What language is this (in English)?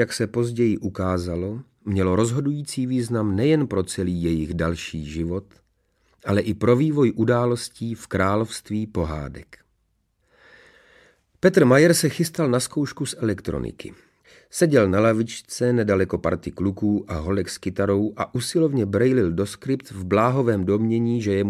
Czech